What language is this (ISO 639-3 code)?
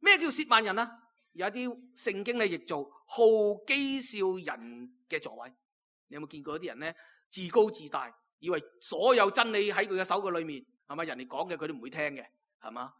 yue